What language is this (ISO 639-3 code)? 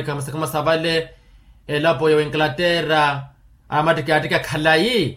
vmw